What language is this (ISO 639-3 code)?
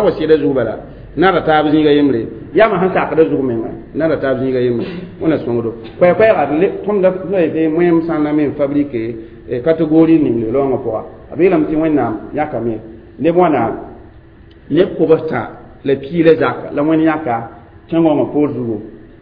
mos